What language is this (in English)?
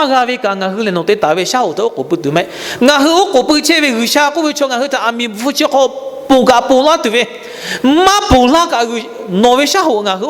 Lahu